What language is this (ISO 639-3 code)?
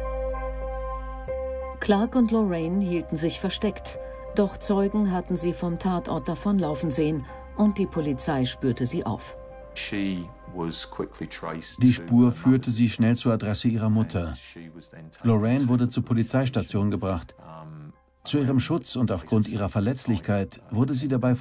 deu